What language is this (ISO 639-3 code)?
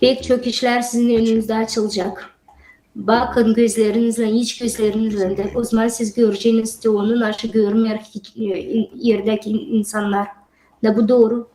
gag